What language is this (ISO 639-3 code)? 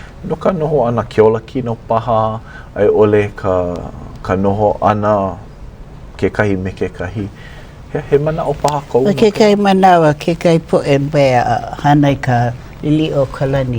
haw